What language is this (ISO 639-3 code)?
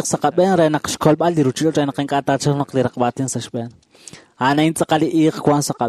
kek